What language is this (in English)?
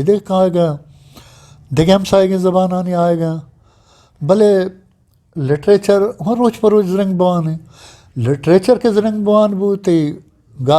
Eastern Balochi